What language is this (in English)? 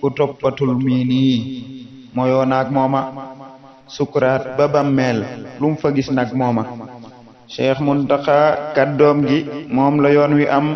Wolof